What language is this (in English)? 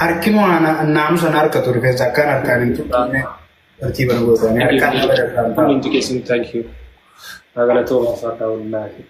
Oromo